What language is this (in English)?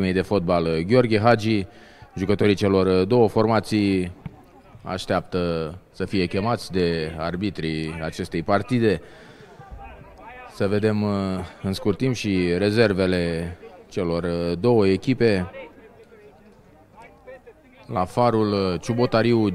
Romanian